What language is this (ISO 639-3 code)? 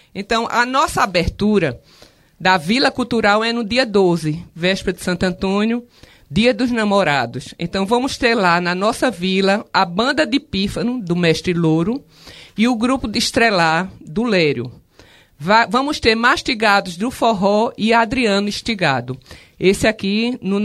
por